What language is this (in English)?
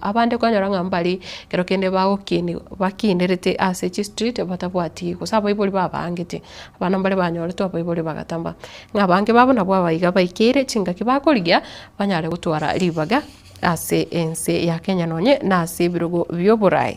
Gusii